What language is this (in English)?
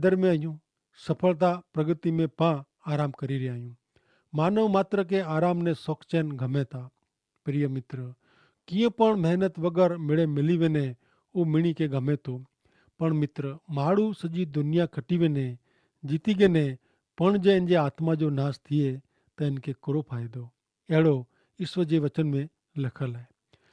Kachhi